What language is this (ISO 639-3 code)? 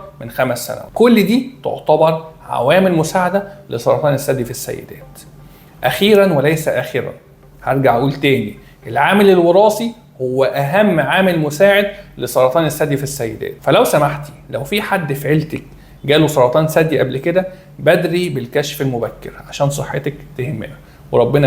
arz